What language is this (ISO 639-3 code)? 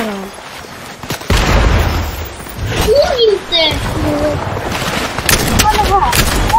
swe